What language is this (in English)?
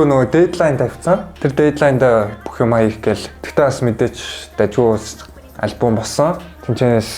Mongolian